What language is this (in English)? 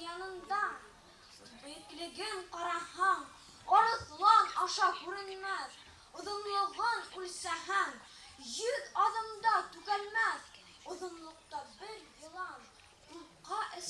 Bashkir